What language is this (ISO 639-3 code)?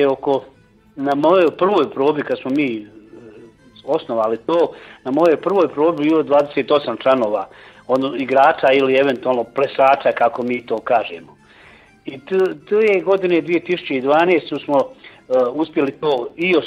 hrv